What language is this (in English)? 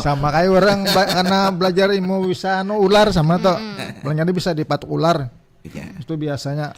Banjar